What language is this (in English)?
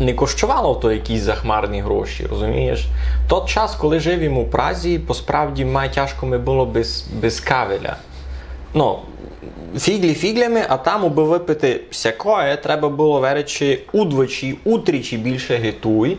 Rusyn